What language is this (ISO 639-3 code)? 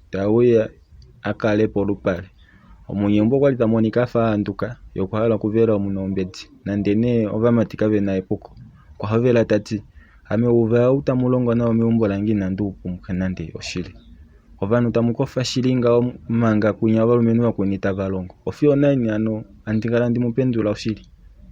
kua